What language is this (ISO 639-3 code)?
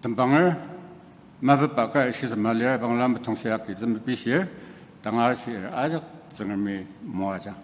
njo